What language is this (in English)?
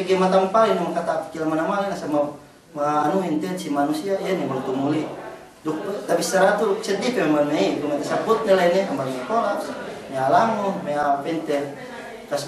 Yakan